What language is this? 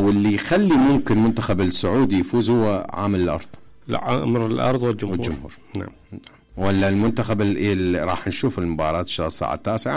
Mesopotamian Arabic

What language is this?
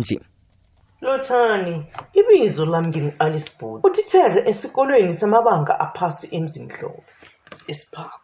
South Ndebele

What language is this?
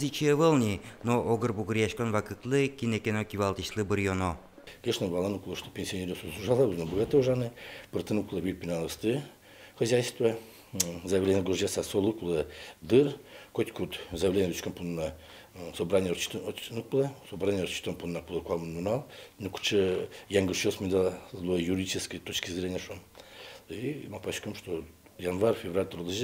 Udmurt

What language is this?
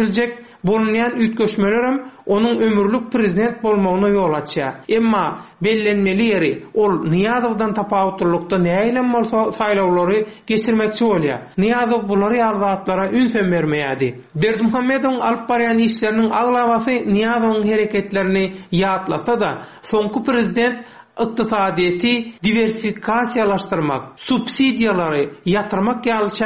Turkmen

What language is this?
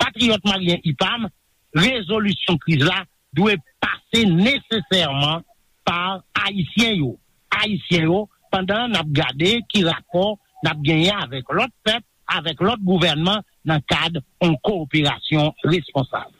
Haitian Creole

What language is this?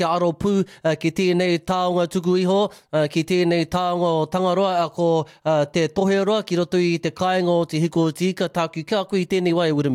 Māori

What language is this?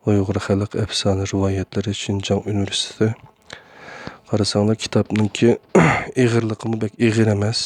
Uyghur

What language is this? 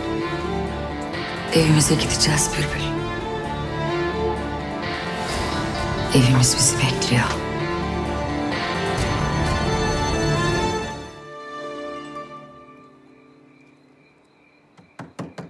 Turkish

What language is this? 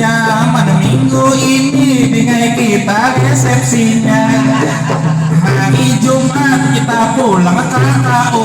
Banjar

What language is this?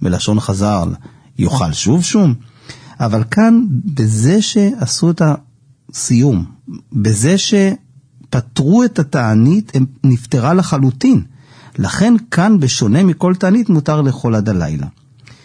Hebrew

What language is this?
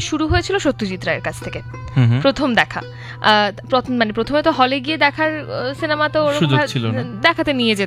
Bangla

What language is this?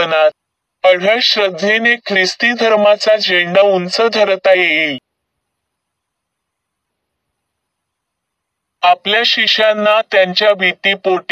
Marathi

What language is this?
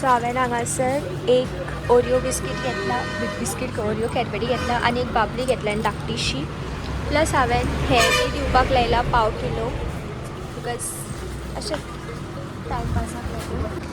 Konkani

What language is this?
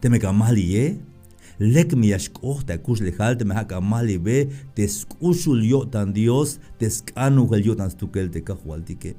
Tzeltal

